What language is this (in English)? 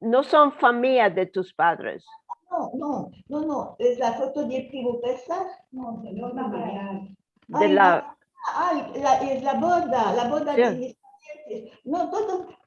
Ladino